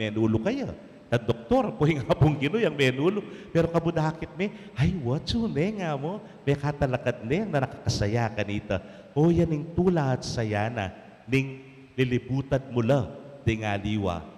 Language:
Pampanga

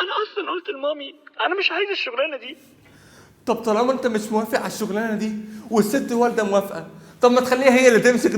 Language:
Egyptian Arabic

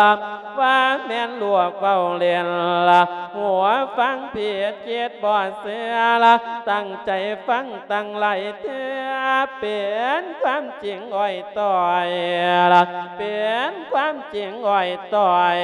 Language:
Lao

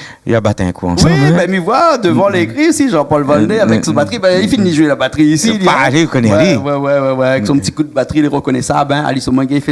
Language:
Réunion Creole French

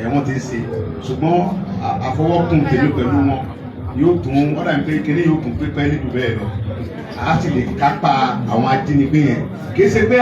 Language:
Yoruba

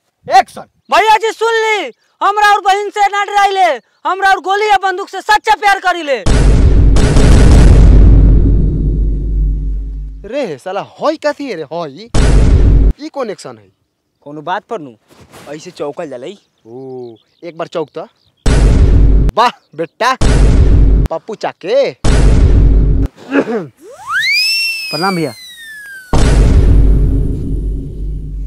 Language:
Bhojpuri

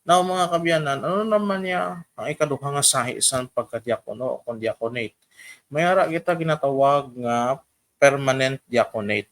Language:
Hiligaynon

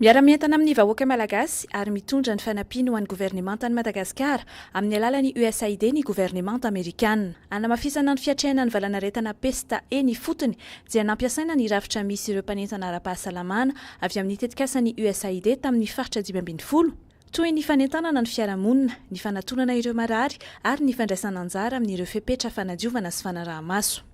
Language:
Malagasy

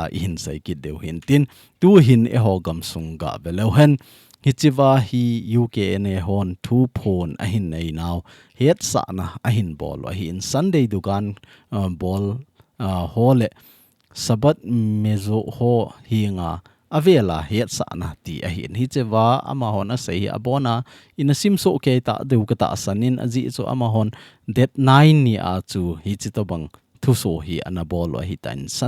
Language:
Thado Chin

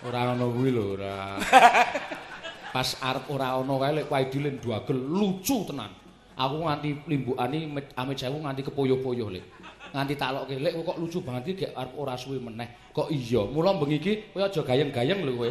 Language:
Javanese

